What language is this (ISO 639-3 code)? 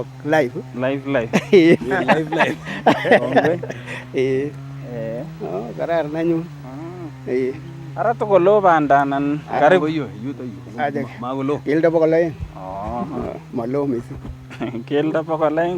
niq